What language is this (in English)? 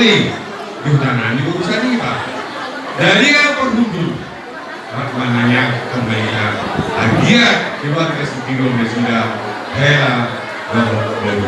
Batak Toba